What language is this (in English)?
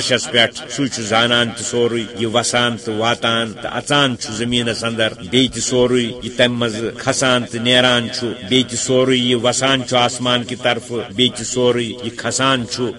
Kashmiri